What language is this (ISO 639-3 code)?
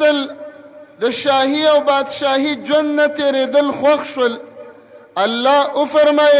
pus